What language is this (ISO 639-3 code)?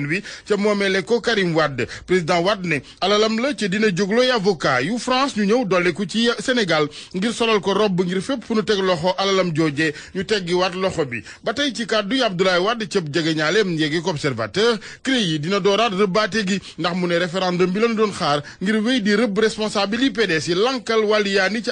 wol